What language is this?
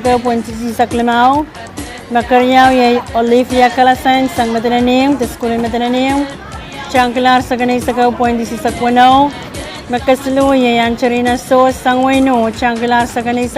Pohnpeian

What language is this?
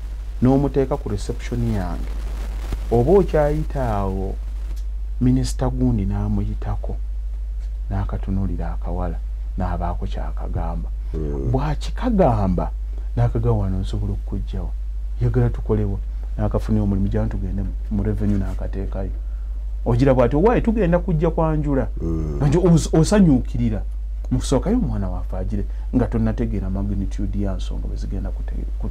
Ganda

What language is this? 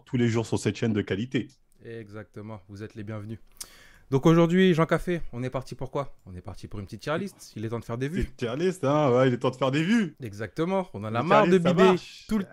French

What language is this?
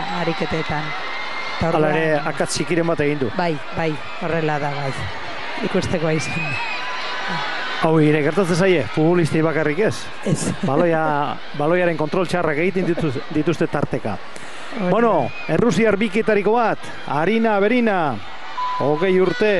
Basque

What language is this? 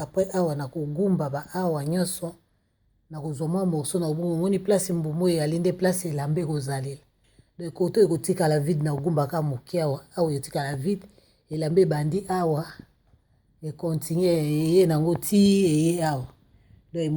Lingala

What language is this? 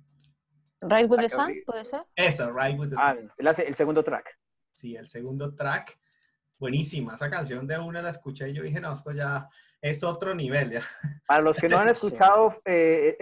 Spanish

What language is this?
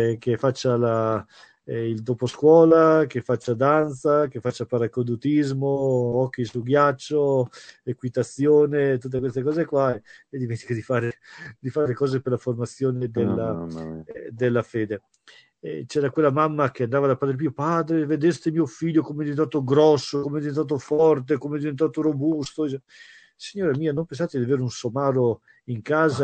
Italian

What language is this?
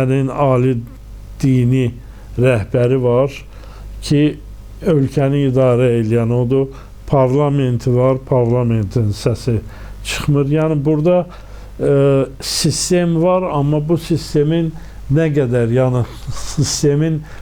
Azerbaijani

